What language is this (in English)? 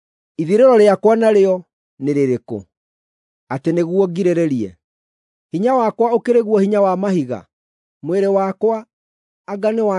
Kikuyu